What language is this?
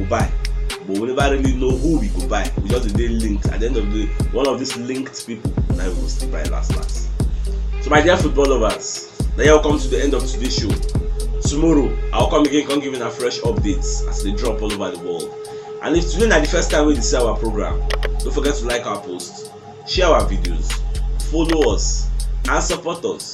Nigerian Pidgin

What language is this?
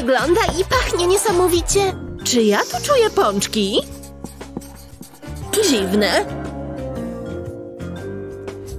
Polish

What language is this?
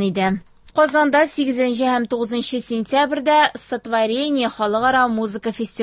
Tatar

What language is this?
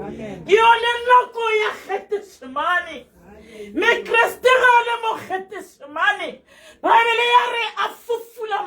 Tswana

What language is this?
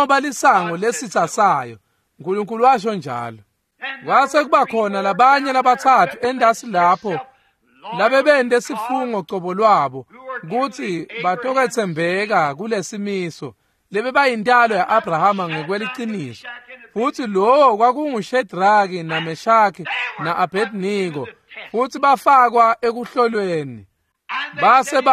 Swati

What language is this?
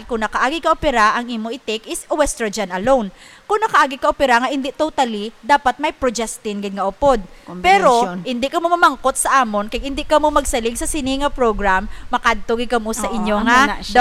Hiligaynon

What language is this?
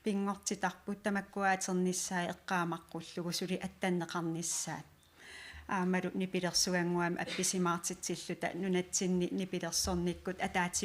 Kalaallisut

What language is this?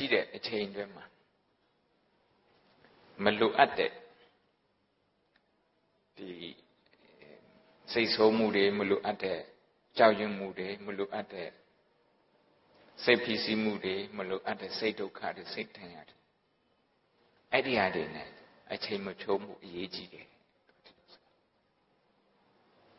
Burmese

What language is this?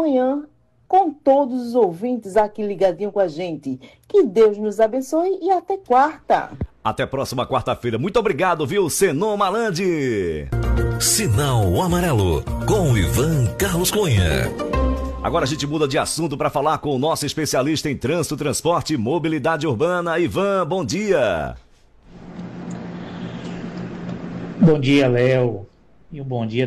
Portuguese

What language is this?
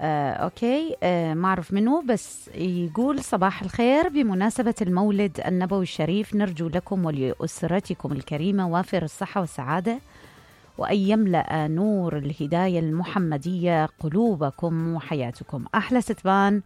Mesopotamian Arabic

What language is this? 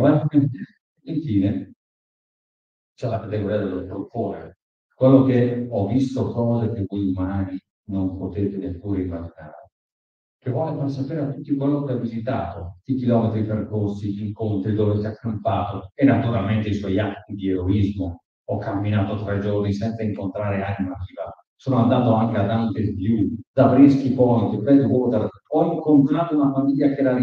Italian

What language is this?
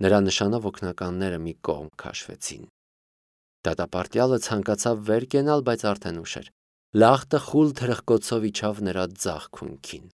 Armenian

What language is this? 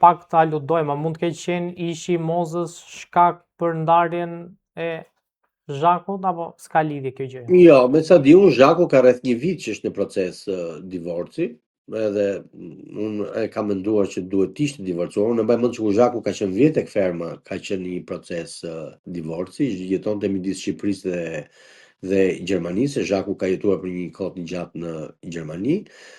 Albanian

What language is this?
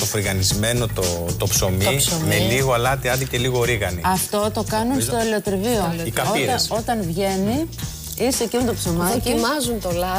Greek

